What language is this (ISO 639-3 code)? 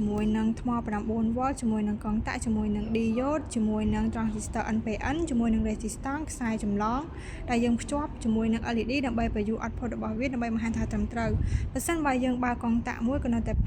khm